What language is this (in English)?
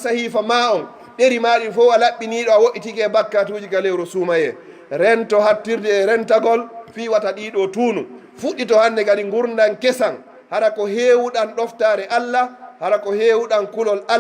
Pular